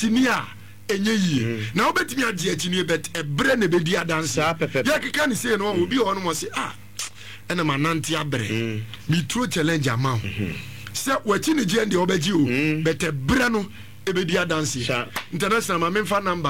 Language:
Akan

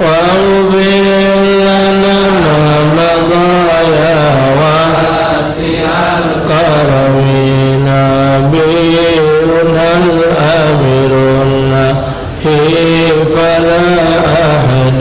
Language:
Musi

